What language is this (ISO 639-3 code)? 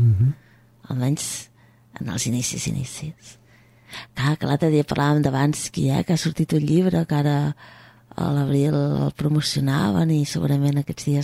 cat